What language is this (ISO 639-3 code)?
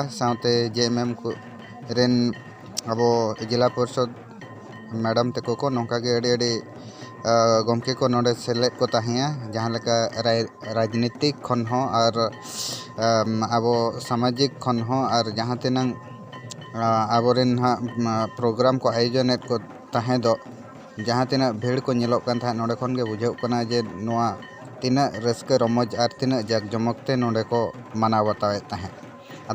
sat